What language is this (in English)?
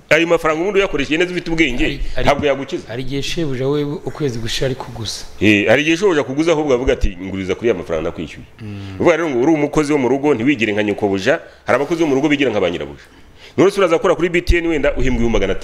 Kinyarwanda